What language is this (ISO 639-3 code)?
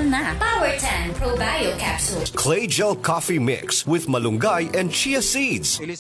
fil